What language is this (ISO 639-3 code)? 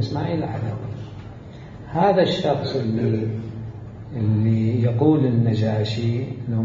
acm